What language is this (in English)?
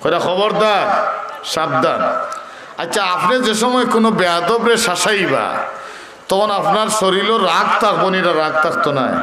Sylheti